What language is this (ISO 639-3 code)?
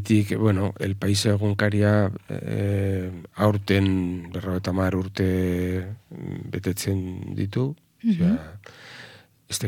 eus